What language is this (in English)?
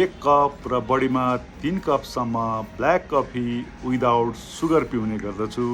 Nepali